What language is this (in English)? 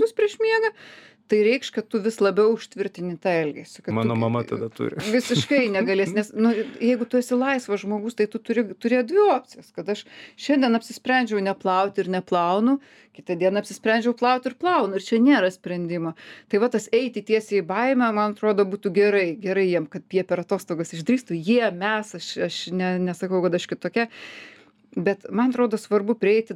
Lithuanian